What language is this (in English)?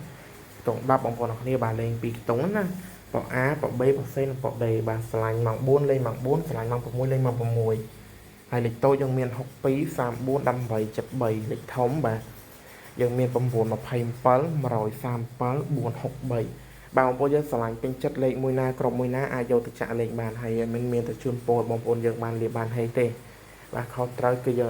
Khmer